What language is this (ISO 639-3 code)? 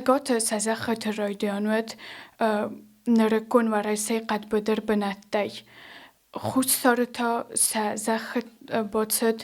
oss